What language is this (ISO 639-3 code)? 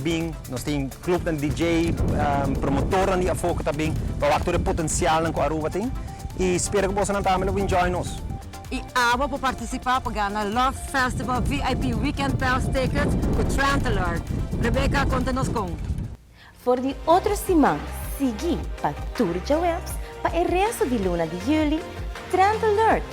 pap